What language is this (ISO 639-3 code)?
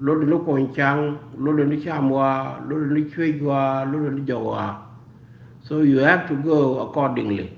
nus